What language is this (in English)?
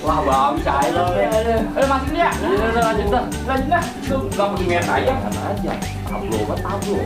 Betawi